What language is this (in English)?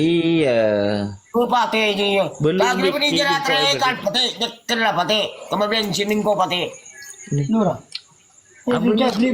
Madurese